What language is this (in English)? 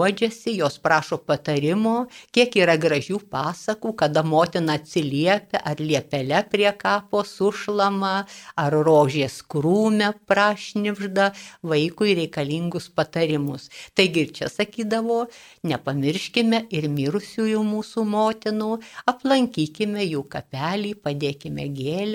Lithuanian